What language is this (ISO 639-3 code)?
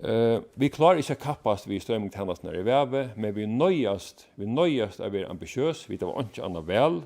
fao